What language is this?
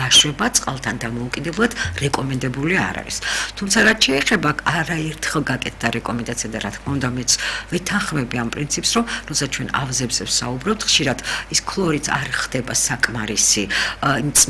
Georgian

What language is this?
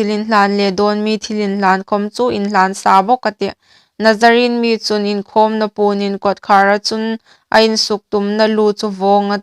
Hmar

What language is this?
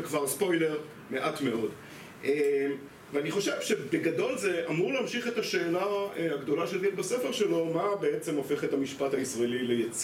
Hebrew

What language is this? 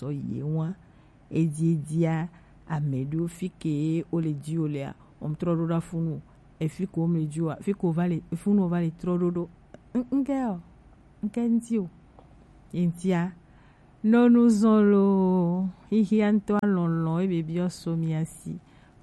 Gen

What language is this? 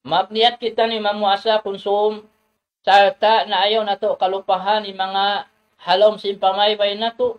Tausug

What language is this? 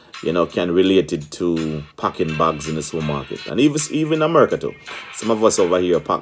Jamaican Creole English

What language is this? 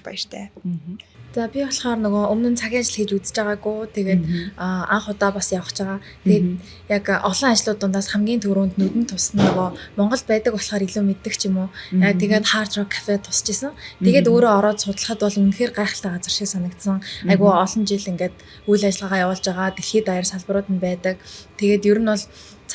Mongolian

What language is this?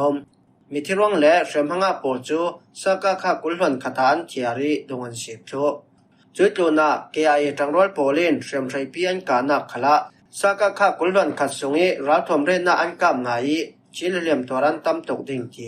Falam Chin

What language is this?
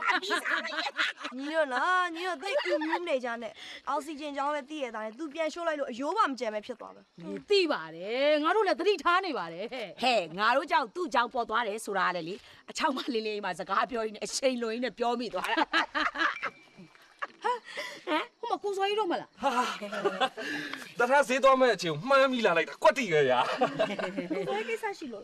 Burmese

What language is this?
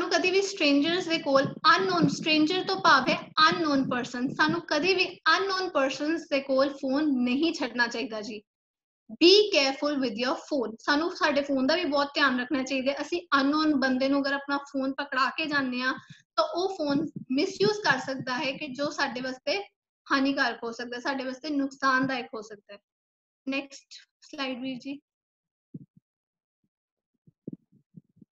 Punjabi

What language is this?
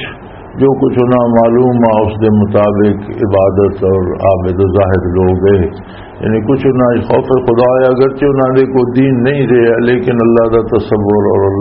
Western Panjabi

